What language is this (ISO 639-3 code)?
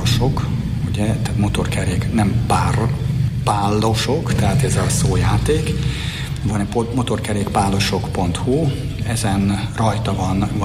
hun